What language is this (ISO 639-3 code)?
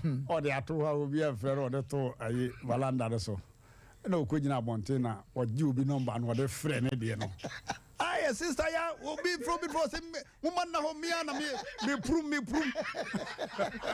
aka